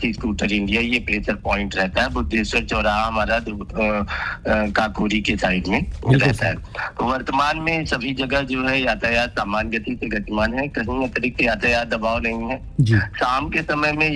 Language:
Hindi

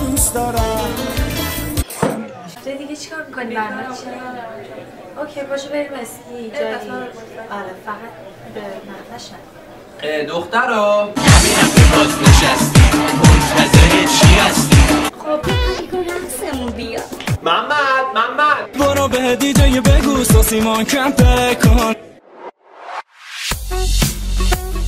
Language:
Persian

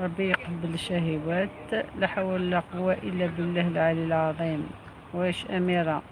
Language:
Algerian Arabic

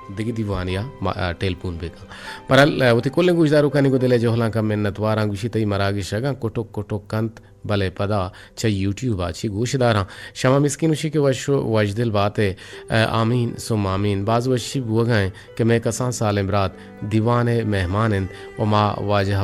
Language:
Eastern Balochi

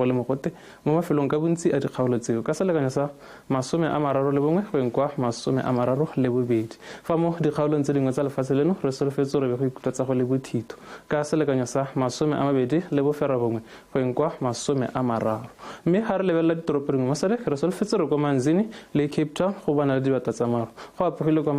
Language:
Tswana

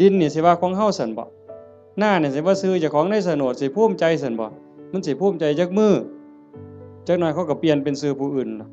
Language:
Northeastern Thai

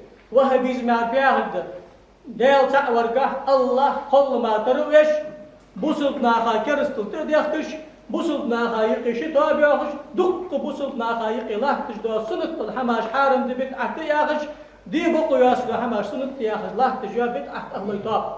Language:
Ingush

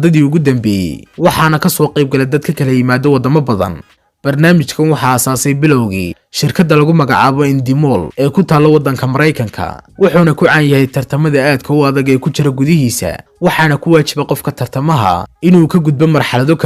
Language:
Somali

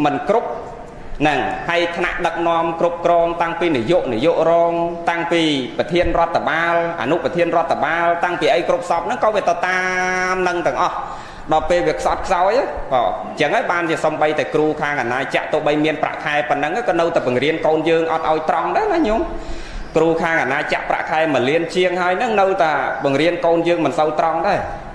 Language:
Khmer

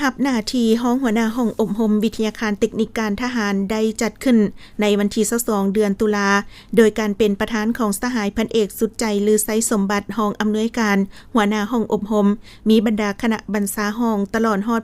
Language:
Lao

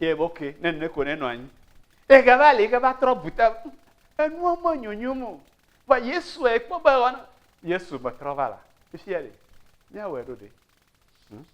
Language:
Ewe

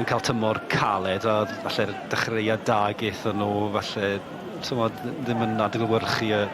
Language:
Welsh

